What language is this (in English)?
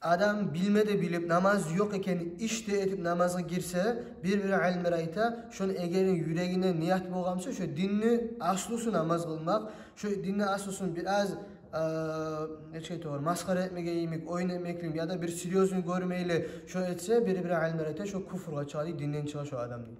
Kumyk